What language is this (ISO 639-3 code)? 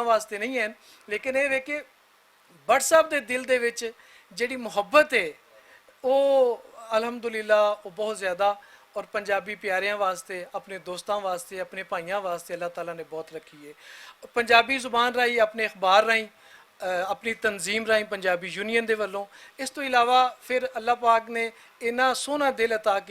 lah